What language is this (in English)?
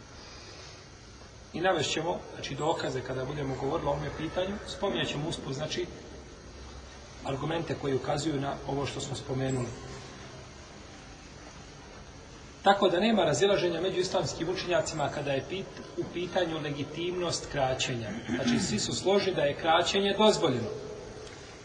Bosnian